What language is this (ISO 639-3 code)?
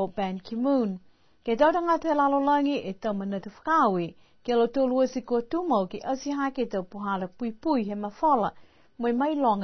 niu